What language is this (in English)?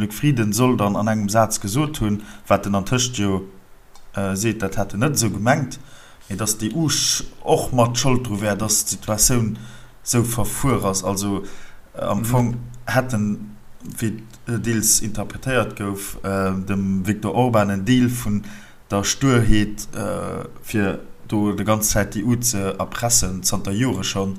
Luxembourgish